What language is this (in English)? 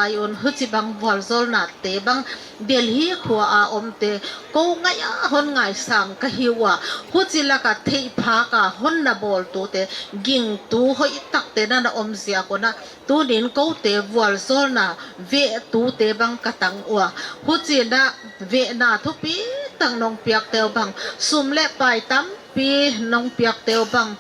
Paite Chin